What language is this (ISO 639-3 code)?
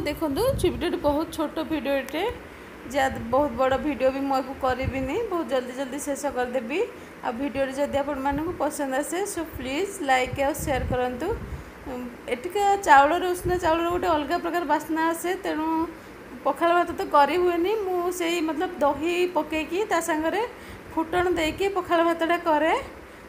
ori